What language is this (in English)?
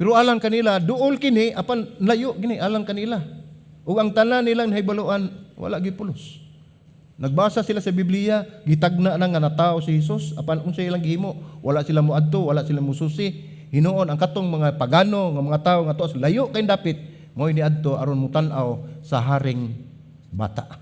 Cebuano